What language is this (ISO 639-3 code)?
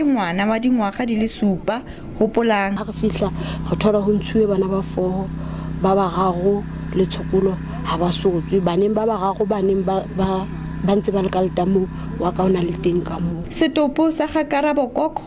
sot